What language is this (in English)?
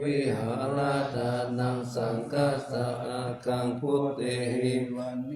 Pali